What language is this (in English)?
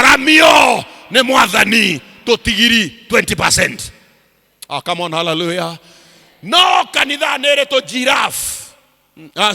Kikuyu